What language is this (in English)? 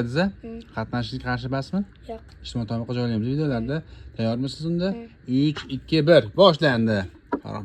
Uzbek